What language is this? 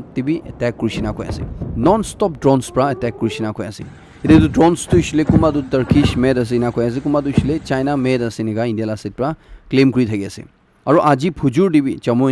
Naga Pidgin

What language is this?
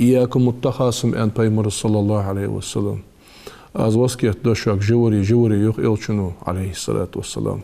Ingush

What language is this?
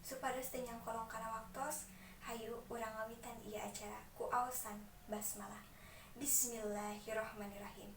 Sundanese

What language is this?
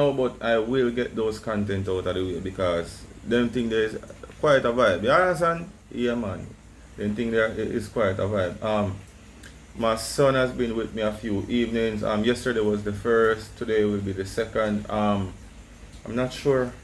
Jamaican Creole English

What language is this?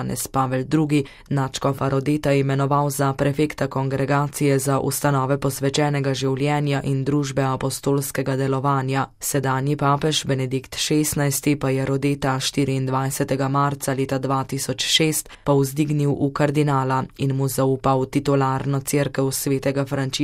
Slovenian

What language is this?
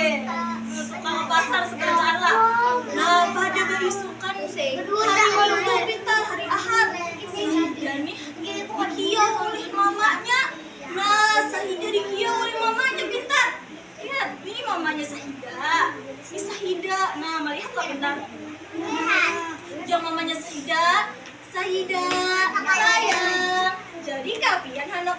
Banjar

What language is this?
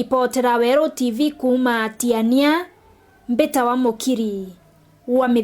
Meru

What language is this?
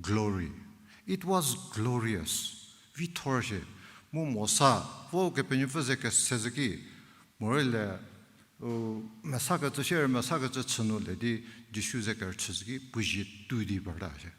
Angami Naga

